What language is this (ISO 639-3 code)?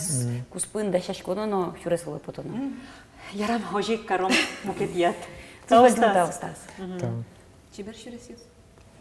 udm